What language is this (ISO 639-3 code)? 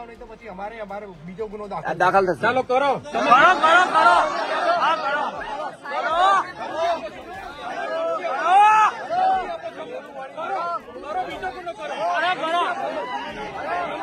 guj